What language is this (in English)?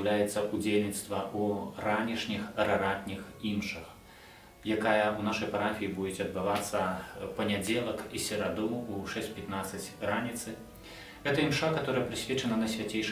Belarusian